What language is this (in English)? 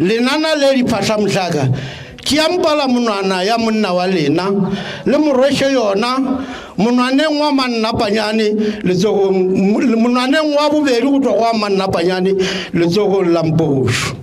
Northern Sotho